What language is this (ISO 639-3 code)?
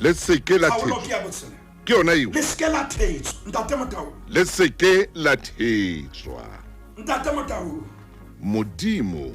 sot